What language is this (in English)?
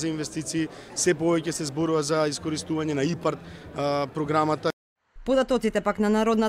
Macedonian